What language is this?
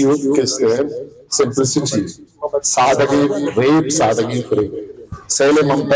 Baluchi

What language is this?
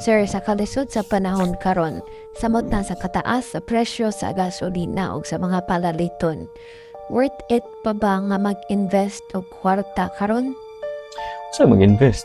Cebuano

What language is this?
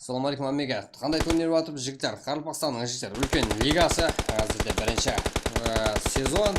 Kara-Kalpak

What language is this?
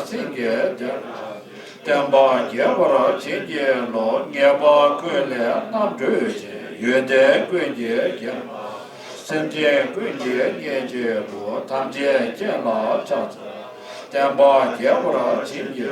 Tibetan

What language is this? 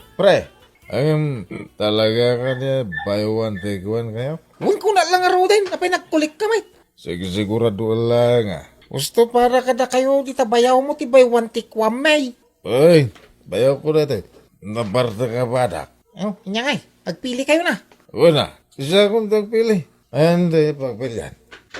Iloko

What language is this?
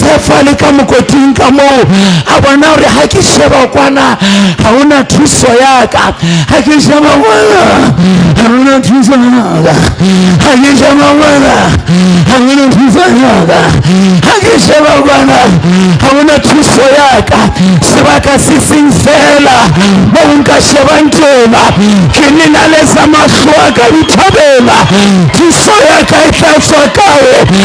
Southern Sotho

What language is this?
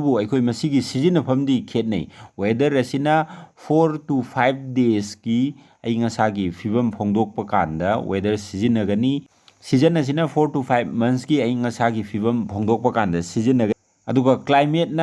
Manipuri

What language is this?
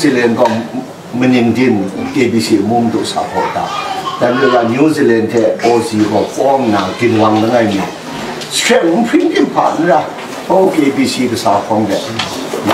Kachin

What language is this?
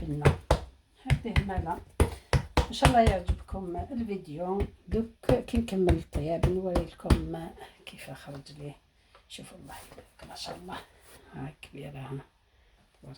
Algerian Arabic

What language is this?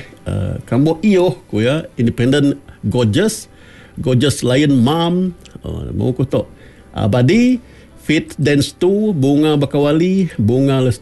Iban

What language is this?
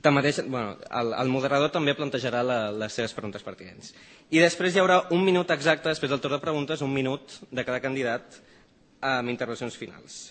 Catalan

